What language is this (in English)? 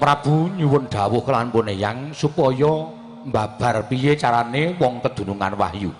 Javanese